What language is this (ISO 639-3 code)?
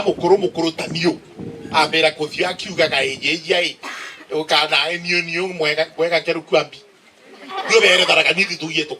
mer